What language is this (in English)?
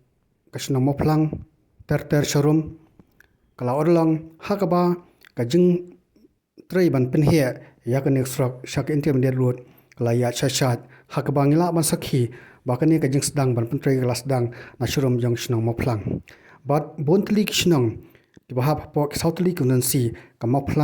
Khasi